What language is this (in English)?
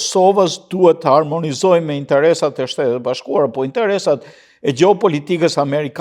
Albanian